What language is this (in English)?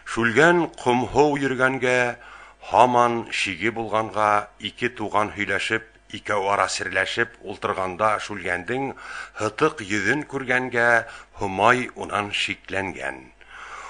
Bashkir